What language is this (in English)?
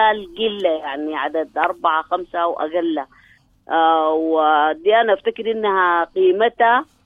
Sudanese Arabic